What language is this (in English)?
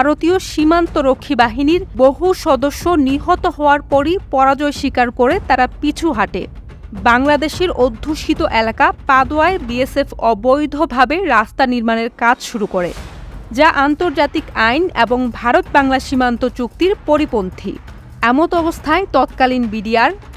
Bangla